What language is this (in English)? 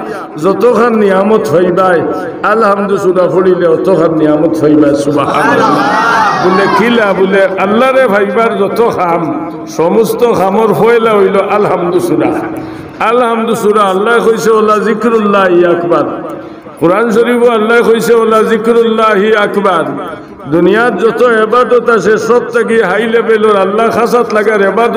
Sylheti